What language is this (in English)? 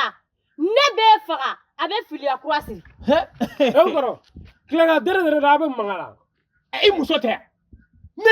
Bambara